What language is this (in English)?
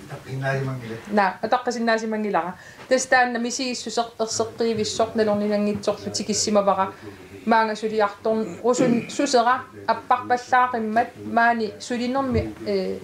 Kalaallisut